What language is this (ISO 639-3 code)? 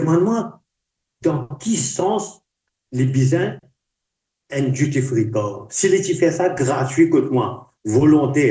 mfe